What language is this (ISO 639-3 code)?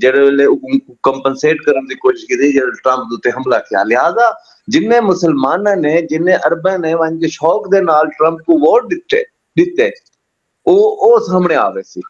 skr